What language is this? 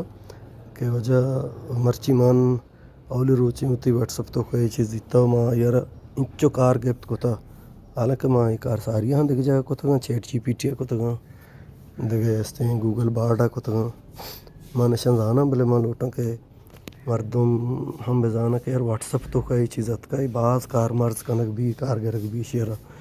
Baluchi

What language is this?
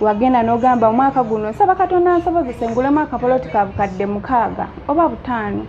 Ganda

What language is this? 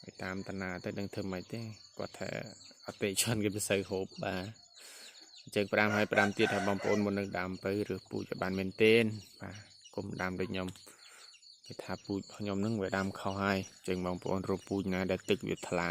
Khmer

